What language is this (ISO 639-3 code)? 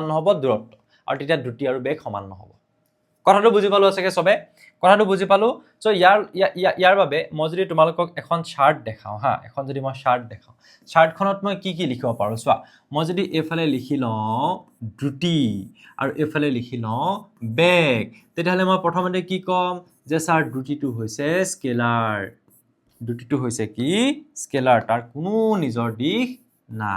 asm